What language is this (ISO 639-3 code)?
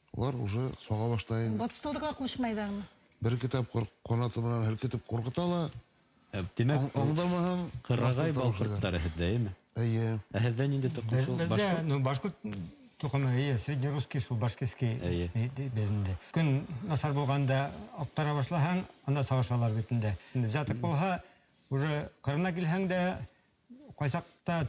bak